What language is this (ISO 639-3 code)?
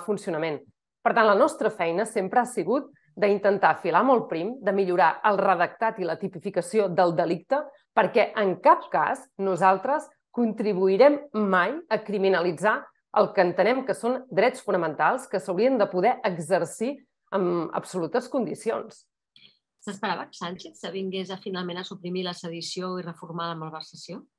cat